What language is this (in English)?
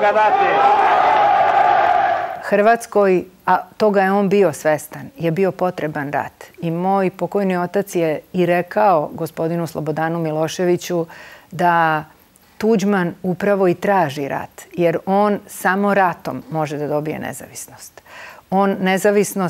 Serbian